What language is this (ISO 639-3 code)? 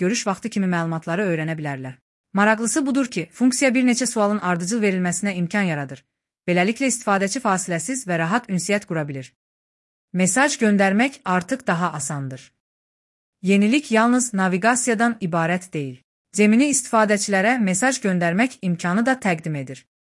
aze